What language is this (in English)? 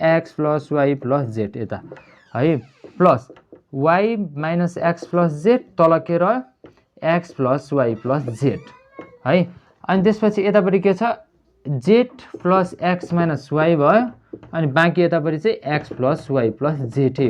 Nepali